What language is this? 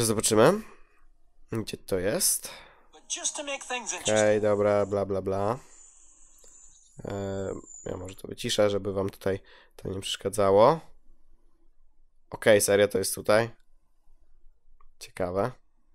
Polish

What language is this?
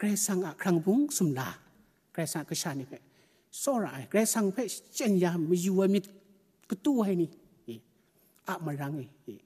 Kachin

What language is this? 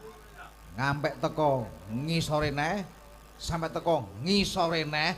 Javanese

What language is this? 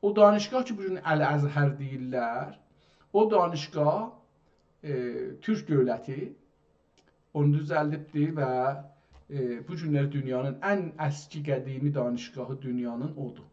South Azerbaijani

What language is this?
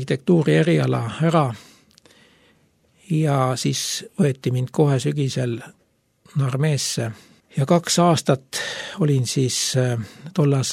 Estonian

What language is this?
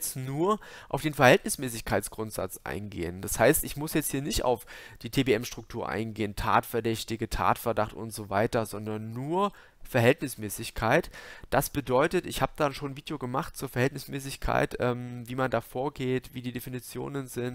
German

